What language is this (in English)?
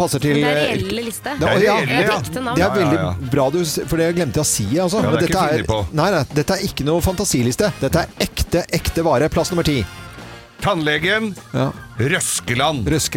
Norwegian